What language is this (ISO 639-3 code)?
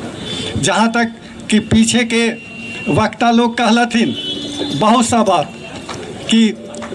mag